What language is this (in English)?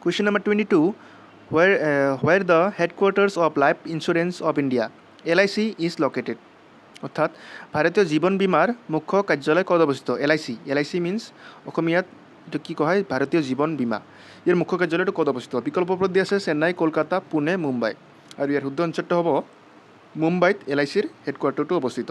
Assamese